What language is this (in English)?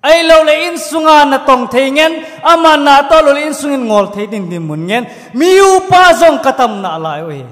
Thado Chin